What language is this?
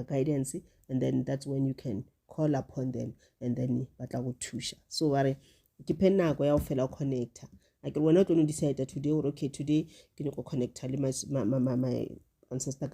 Northern Sotho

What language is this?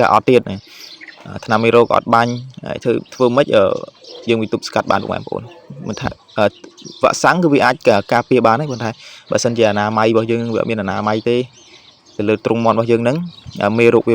Khmer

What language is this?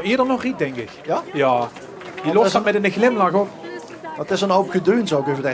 Limburgish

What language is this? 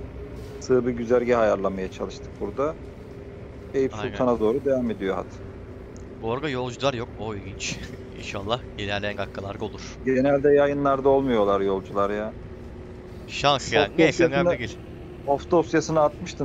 Turkish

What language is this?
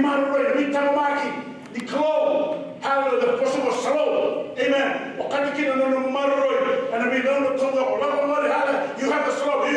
Fijian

